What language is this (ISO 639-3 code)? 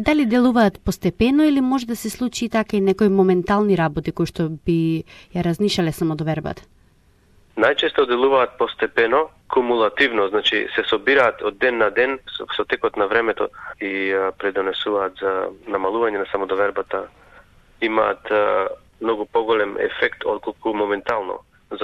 mkd